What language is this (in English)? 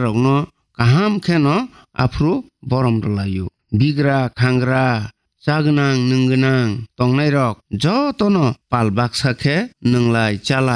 Kok Borok